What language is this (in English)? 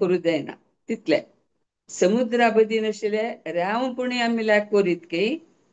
Konkani